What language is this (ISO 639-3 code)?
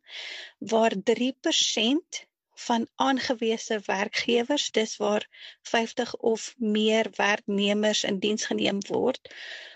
afr